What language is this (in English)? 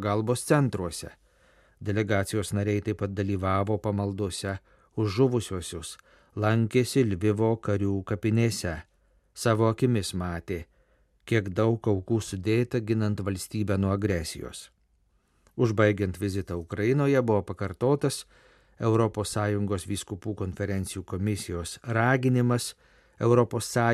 Lithuanian